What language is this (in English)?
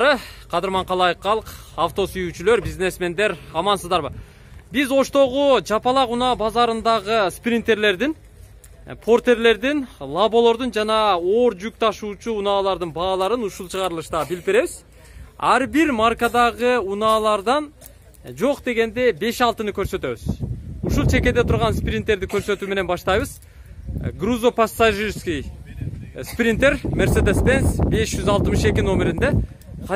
Kyrgyz